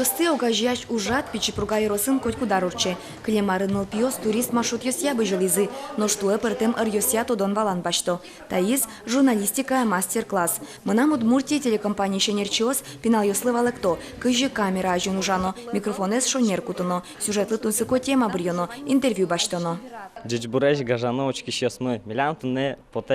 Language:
Udmurt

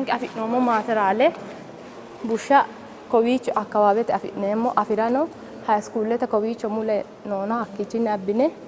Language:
Sidamo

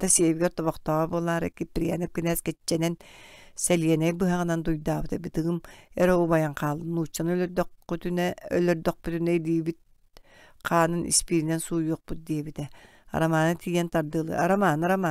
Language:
Yakut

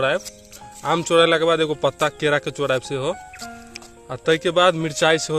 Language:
Maithili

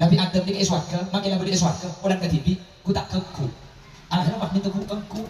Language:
Madurese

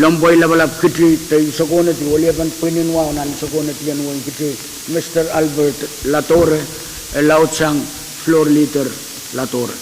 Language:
Pohnpeian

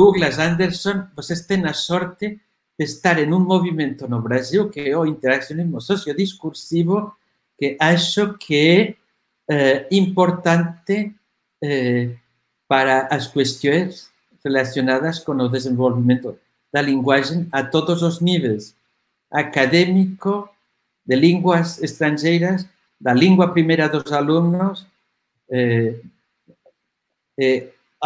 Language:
Portuguese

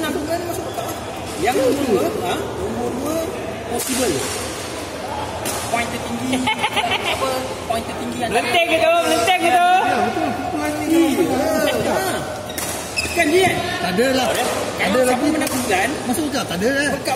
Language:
Malay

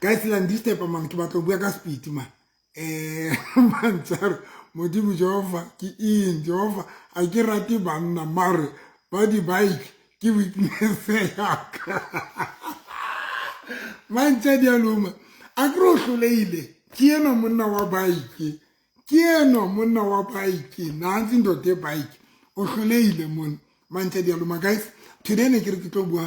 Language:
Southern Sotho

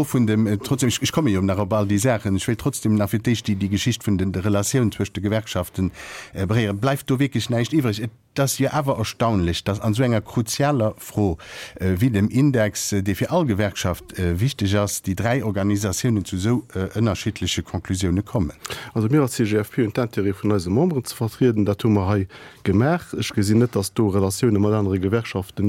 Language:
Luxembourgish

